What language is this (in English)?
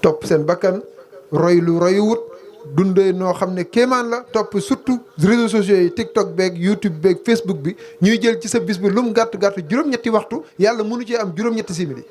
Wolof